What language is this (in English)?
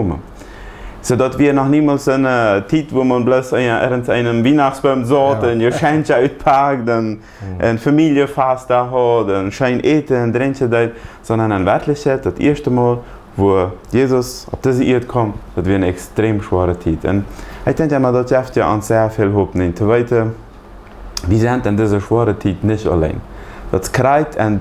Plautdietsch